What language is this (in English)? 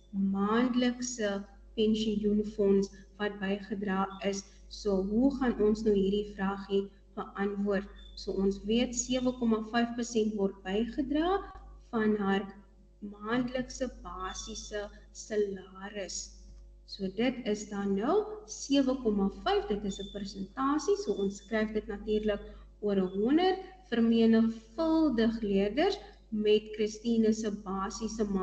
Afrikaans